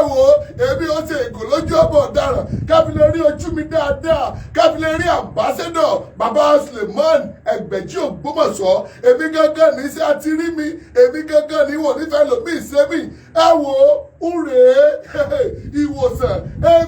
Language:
Yoruba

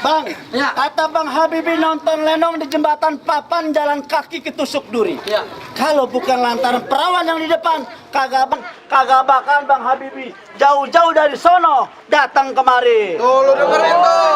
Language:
Betawi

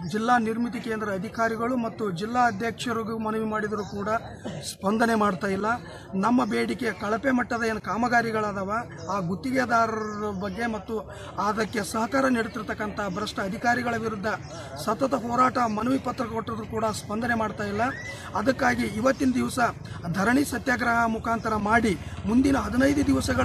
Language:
Kannada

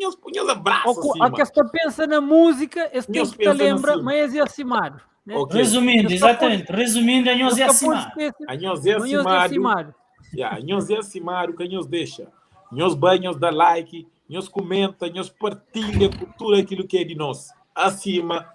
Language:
Kabuverdianu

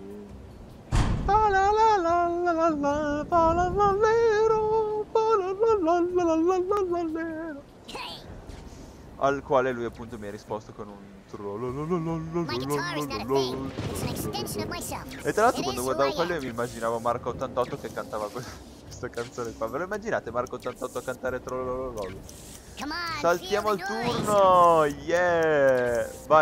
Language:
Italian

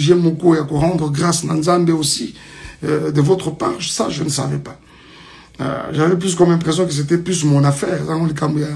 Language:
French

